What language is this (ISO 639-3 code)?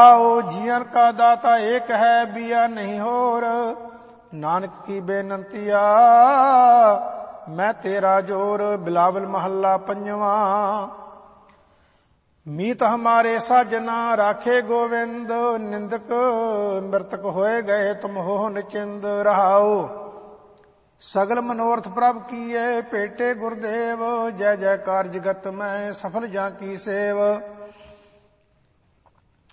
pan